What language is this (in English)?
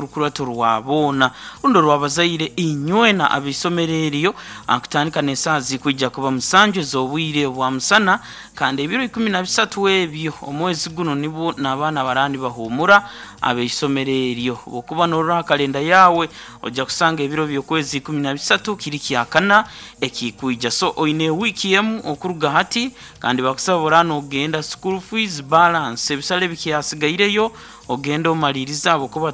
Nyoro